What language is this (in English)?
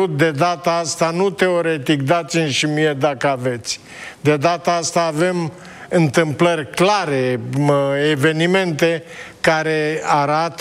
Romanian